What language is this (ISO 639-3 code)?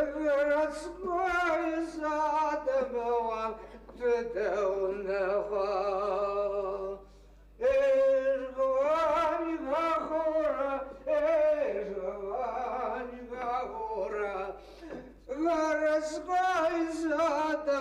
ady